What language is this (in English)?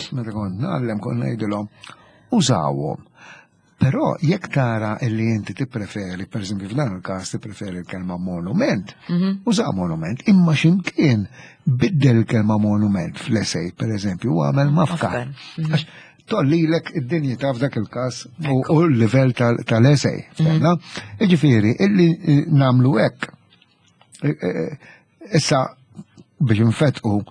Maltese